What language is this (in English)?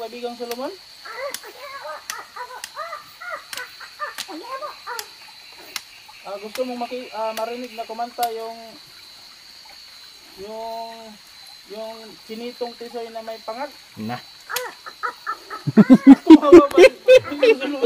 Filipino